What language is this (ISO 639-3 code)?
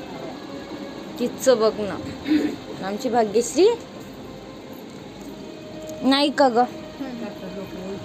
mar